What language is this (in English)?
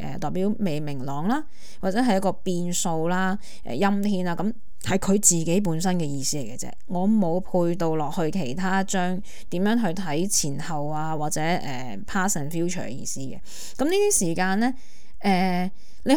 Cantonese